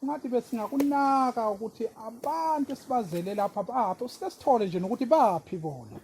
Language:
Zulu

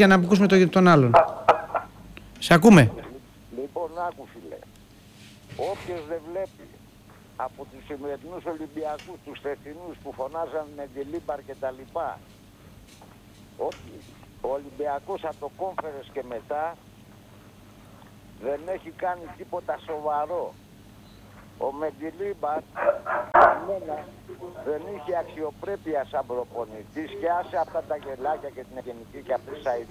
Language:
Greek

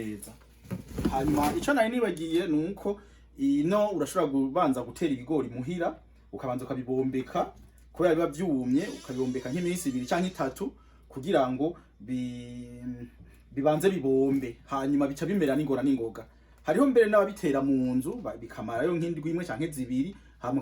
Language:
Rundi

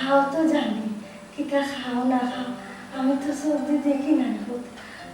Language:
Sylheti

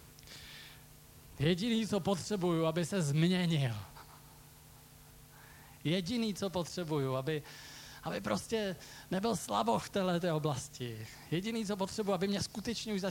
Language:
Czech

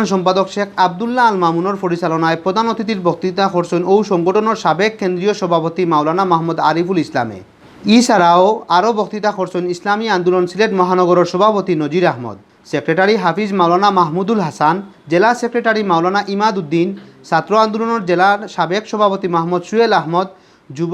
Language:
Sylheti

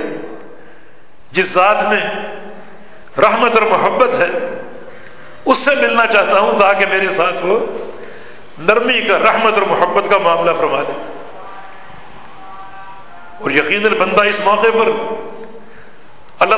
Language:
Urdu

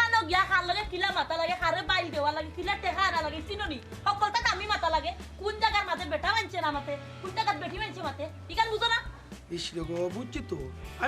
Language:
Sylheti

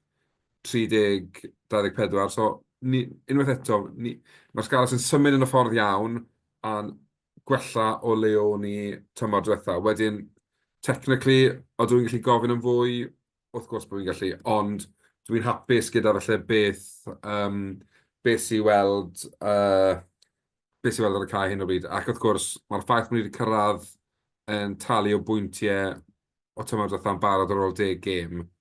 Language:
Welsh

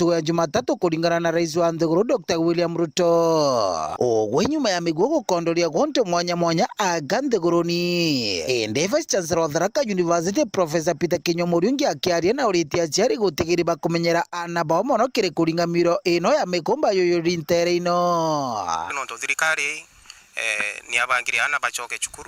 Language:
Meru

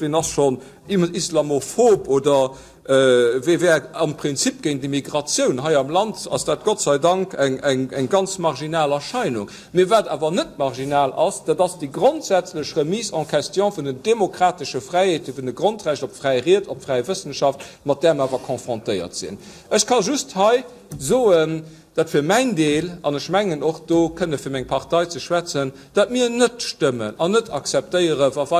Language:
Luxembourgish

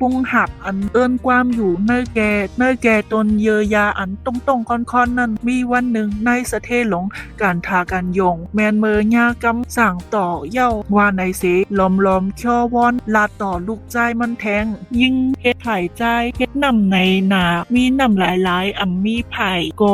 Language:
Shan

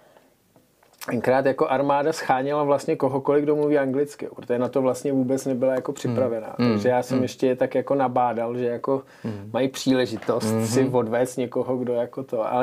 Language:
Czech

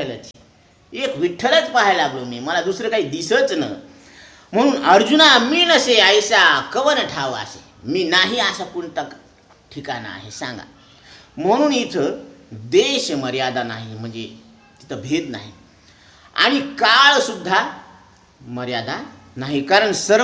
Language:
Marathi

